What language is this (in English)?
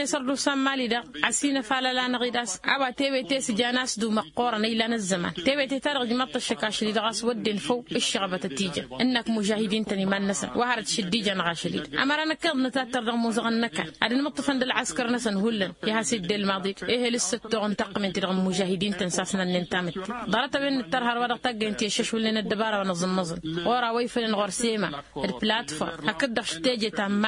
Tamasheq